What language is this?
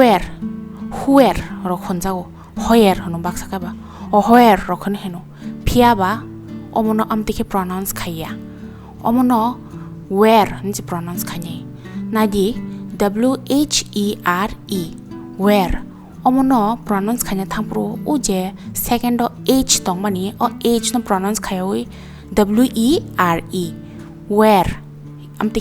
Kok Borok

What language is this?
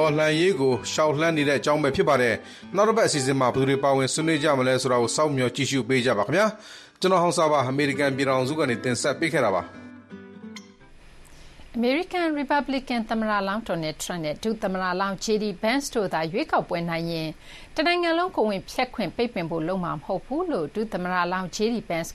Burmese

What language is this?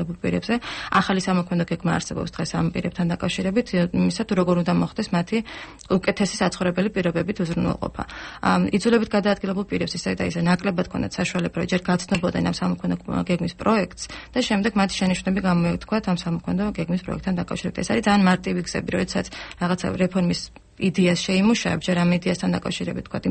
Georgian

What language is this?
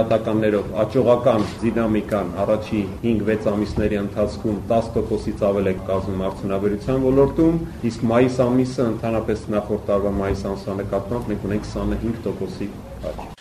Armenian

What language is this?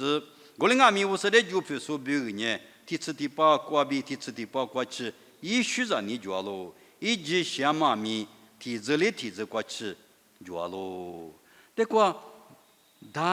Lisu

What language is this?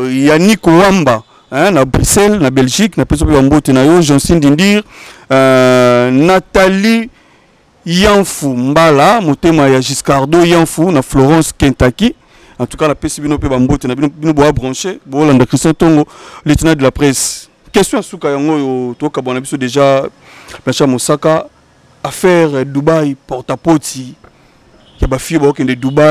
Lingala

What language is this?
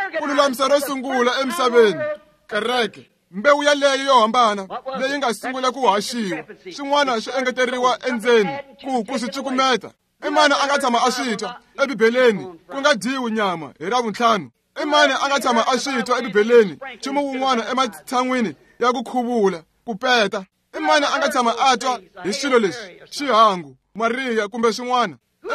Tsonga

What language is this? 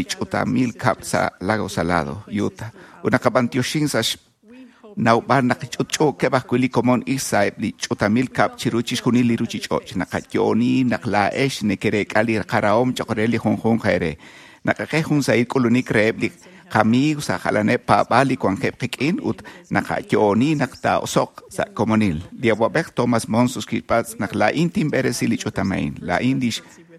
Kekchí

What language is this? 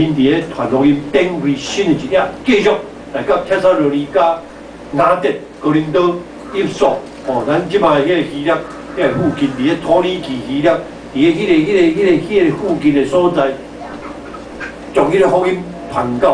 Min Nan Chinese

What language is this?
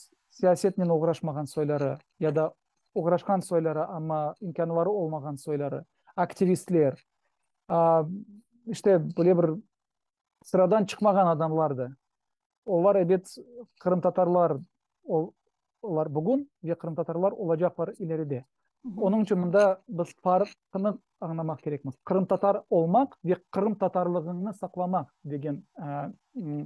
Crimean Tatar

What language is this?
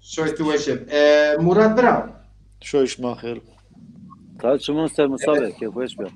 Zaza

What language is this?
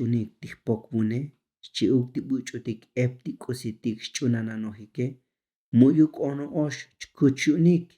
Tzotzil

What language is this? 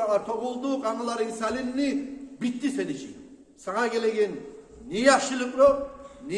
Kumyk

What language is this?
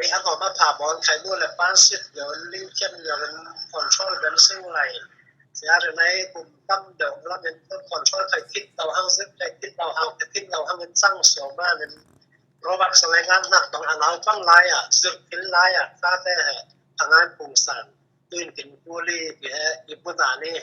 Falam Chin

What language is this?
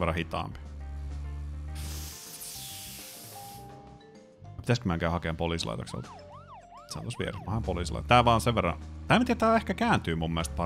Finnish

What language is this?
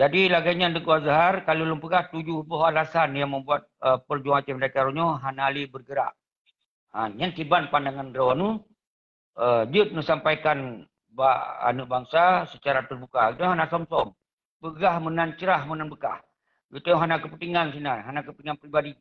Achinese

